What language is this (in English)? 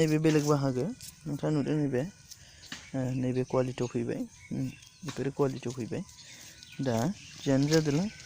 Bodo